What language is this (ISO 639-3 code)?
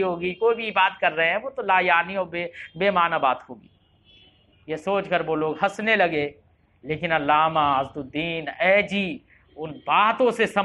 urd